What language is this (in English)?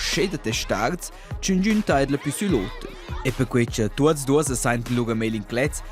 Romansh